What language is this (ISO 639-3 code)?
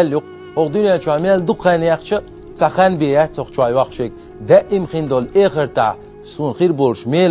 che